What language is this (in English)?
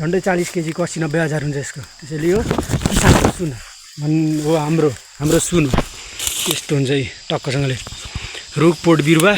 Nepali